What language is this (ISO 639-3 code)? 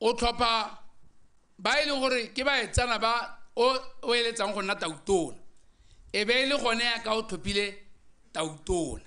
tsn